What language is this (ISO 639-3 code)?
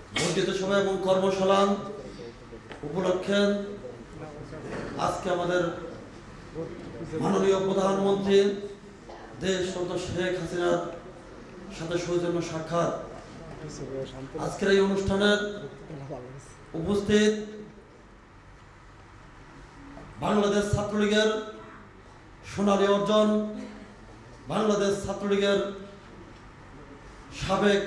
ben